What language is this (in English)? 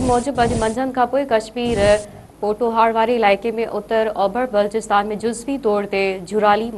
Sindhi